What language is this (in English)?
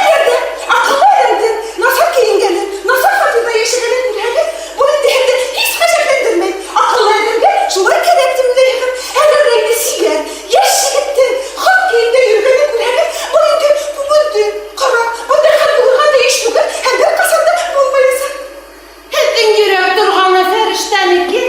Bashkir